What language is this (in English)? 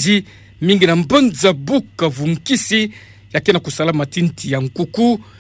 Kituba (Democratic Republic of Congo)